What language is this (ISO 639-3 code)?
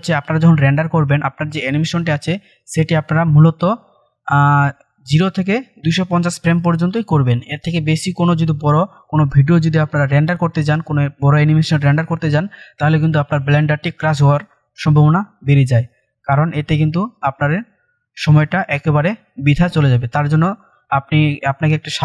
ben